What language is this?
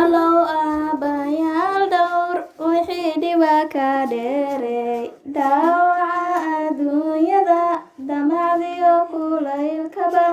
Somali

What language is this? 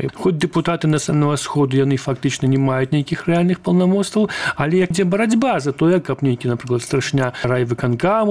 Belarusian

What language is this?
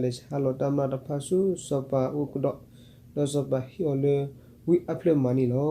S'gaw Karen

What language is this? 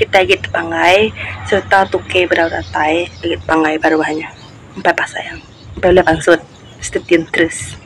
Iban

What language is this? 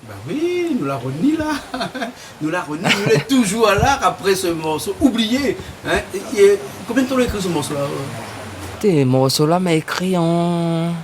Réunion Creole French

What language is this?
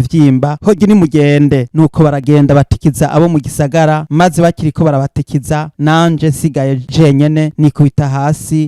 Rundi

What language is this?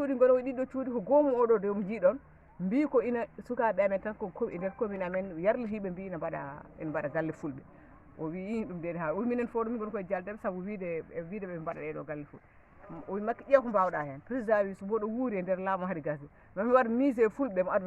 Fula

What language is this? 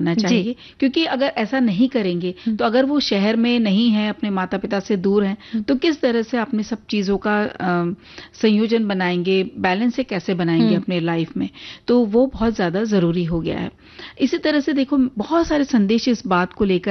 Hindi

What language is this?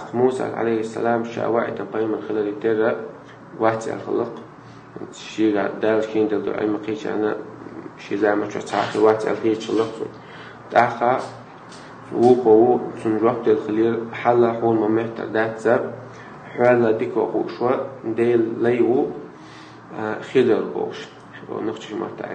Chechen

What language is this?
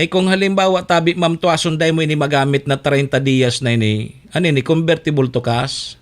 Bikol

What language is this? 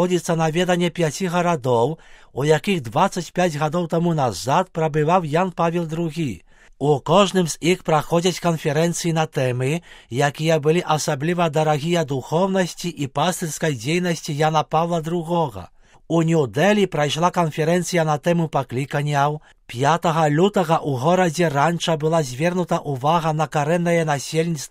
Belarusian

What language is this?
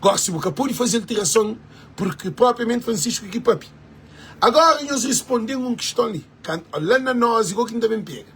Kabuverdianu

